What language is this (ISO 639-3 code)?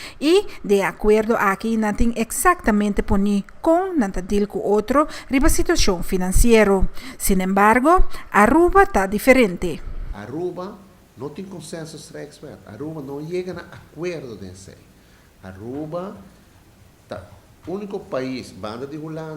pap